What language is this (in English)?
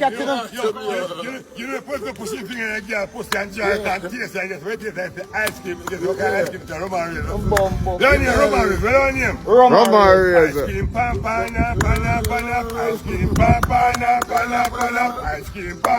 Jamaican Creole English